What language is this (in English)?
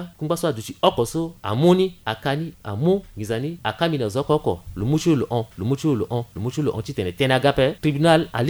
Sango